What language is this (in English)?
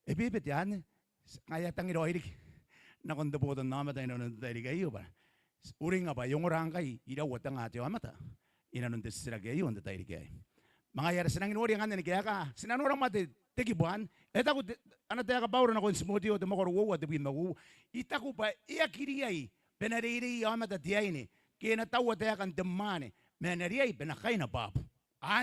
Gilbertese